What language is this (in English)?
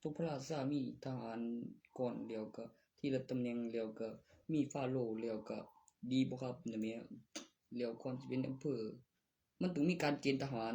Northeastern Thai